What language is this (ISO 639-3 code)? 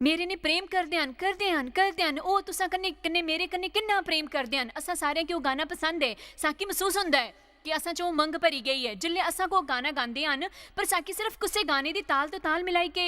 doi